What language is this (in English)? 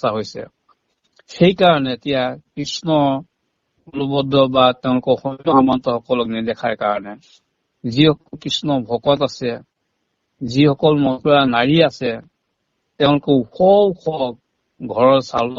Assamese